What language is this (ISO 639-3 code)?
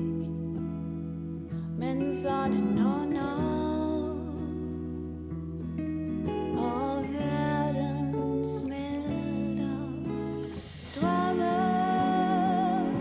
dan